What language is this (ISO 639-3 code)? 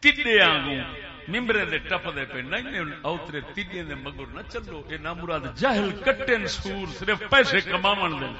skr